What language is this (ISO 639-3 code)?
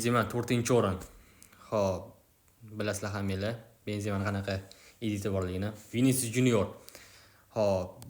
uzb